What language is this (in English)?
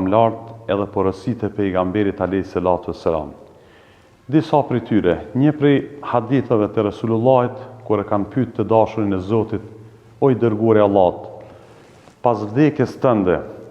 Albanian